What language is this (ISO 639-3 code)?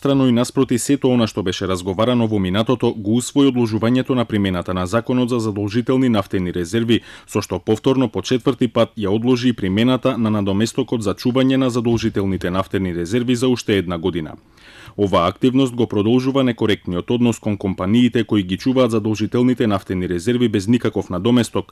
mkd